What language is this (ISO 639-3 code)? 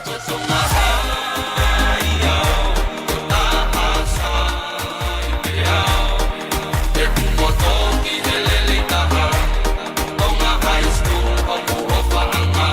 ton